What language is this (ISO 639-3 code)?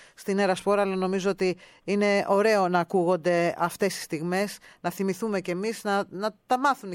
ell